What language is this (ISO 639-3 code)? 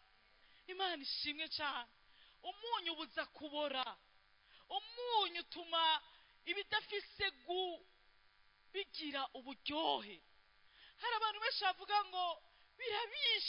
run